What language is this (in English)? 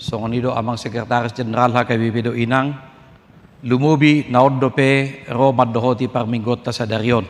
Batak Toba